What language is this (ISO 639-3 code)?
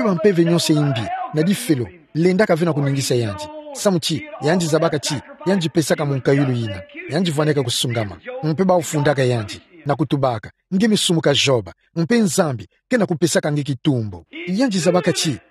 ktu